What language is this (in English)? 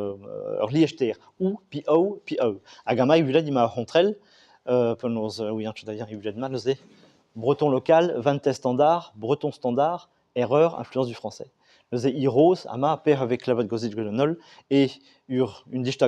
Breton